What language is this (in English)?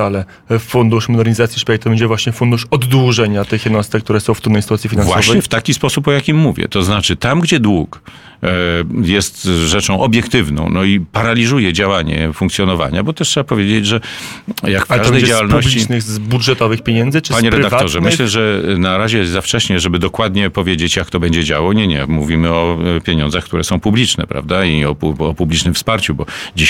Polish